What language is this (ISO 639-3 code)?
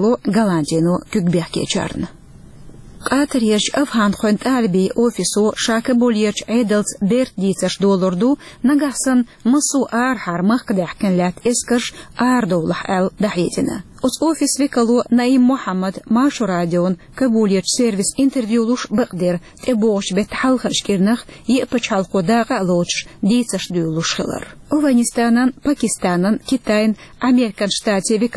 che